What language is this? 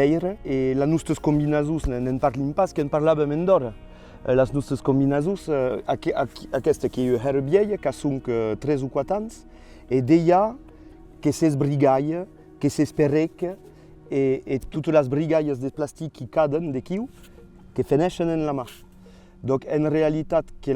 Occitan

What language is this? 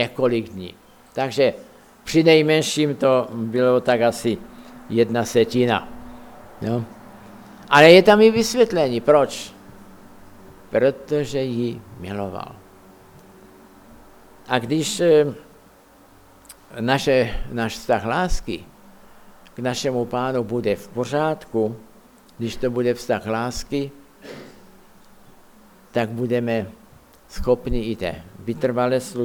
Czech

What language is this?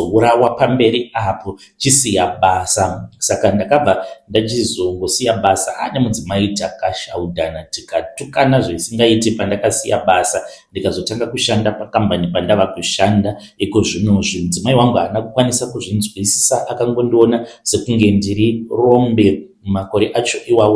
Shona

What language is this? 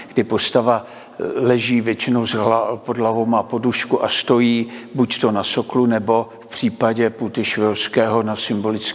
Czech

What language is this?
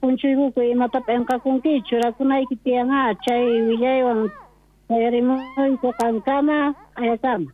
South Bolivian Quechua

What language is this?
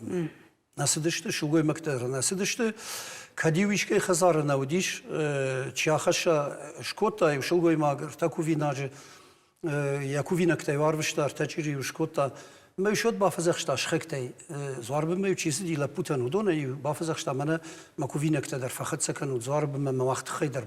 Ossetic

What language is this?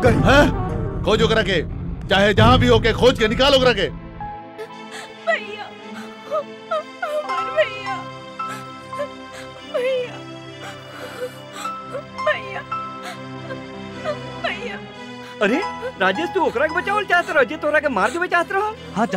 Bhojpuri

